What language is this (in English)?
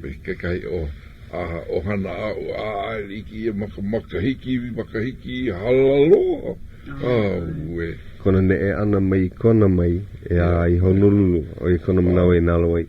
Hawaiian